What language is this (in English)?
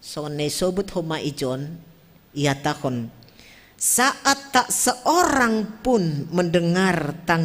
Batak Simalungun